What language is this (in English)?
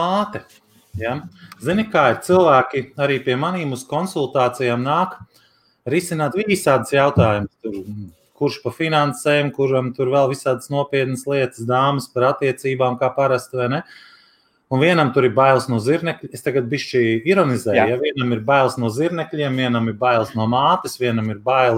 Latvian